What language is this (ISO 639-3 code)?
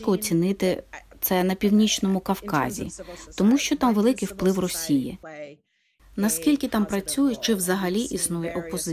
ukr